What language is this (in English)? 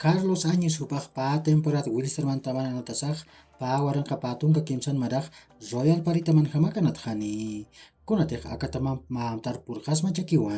Aymara